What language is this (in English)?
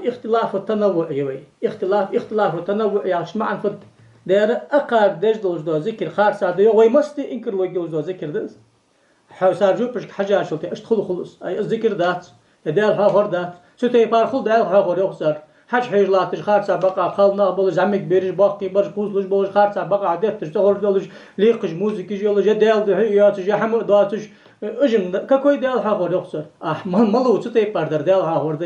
Ingush